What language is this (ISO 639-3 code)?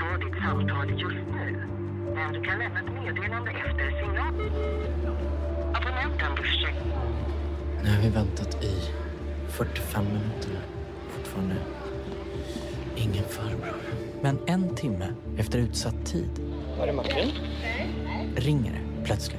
swe